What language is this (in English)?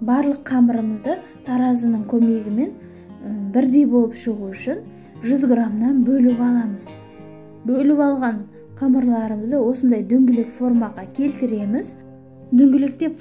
Kazakh